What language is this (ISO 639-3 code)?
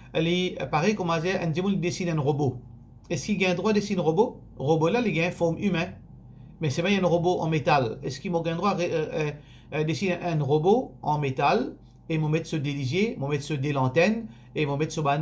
mfe